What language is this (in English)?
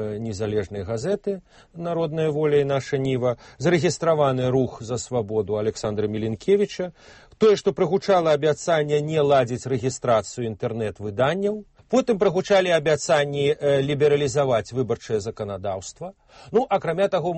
Belarusian